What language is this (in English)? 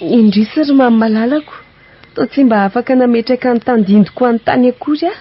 Malagasy